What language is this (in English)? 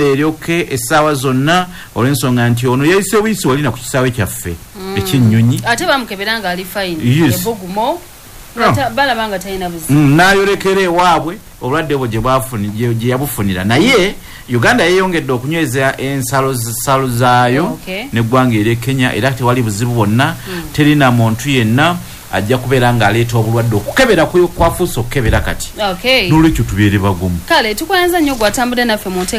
Ganda